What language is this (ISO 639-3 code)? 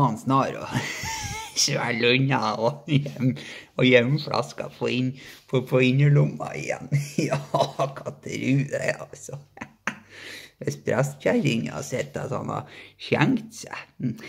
nor